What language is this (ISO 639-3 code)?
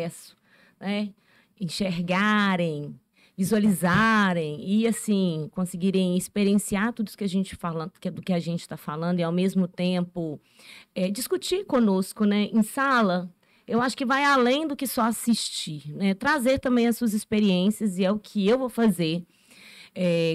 por